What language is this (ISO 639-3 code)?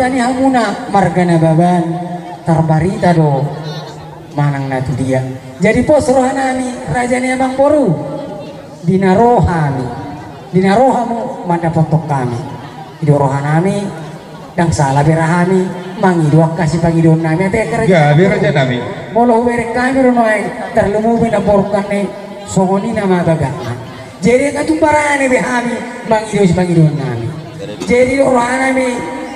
bbc